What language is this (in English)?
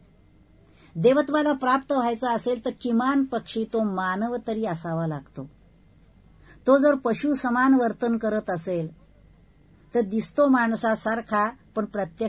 Marathi